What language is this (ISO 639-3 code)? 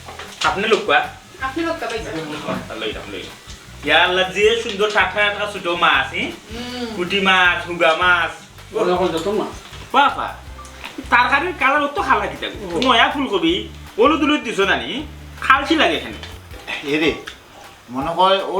syl